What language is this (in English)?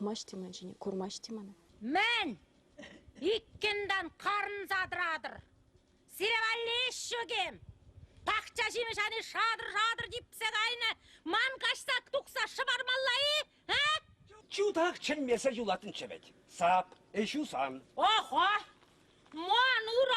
Chuvash